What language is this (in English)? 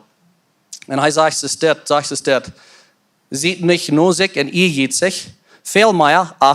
Plautdietsch